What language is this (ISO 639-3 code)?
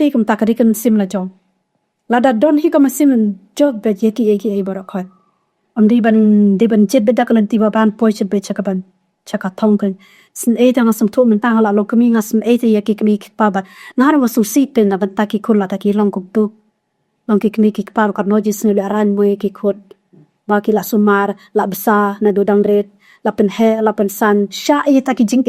kha